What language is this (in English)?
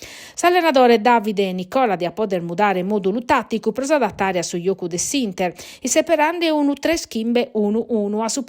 Sardinian